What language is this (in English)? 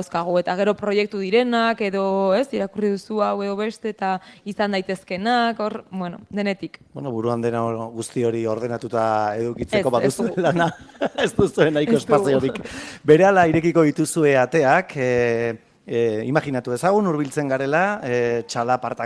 Basque